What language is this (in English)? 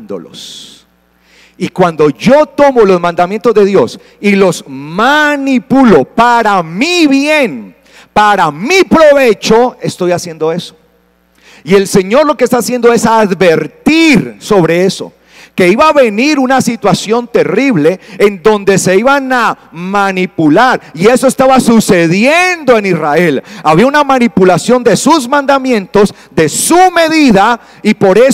Spanish